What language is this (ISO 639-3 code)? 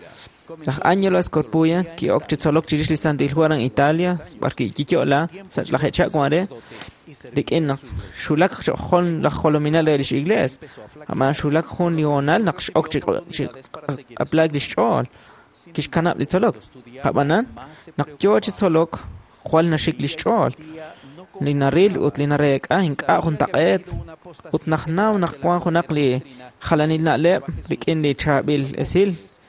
kek